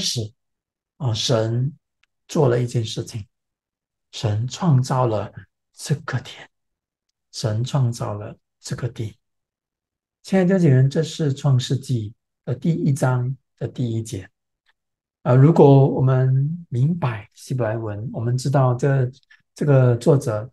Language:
Chinese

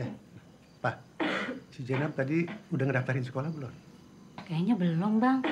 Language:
Betawi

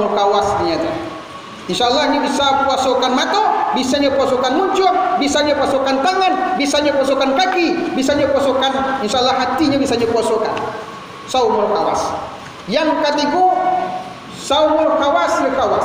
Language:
Minangkabau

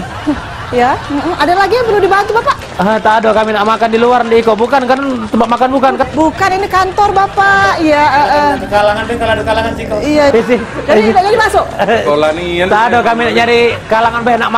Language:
Musi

